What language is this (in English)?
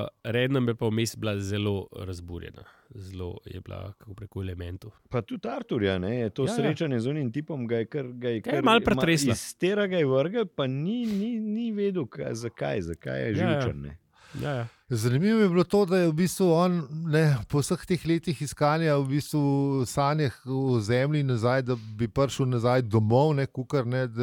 Slovenian